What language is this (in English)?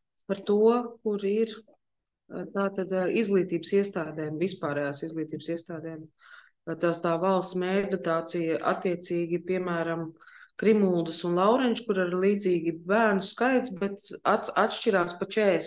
Latvian